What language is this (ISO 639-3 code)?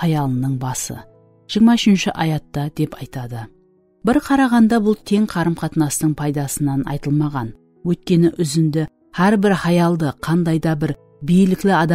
kaa